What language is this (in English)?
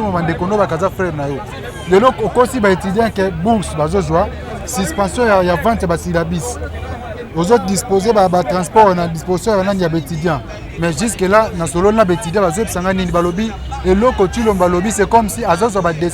Lingala